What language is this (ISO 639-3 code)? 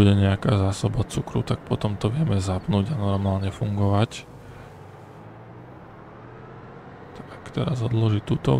slk